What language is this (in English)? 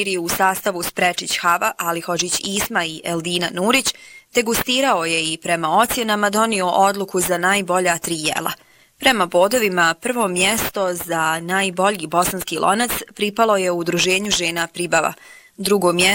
Bosnian